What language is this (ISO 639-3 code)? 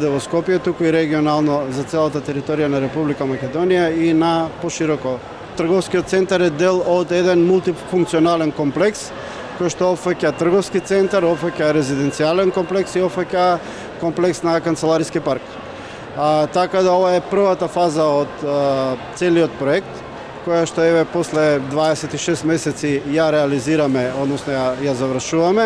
mkd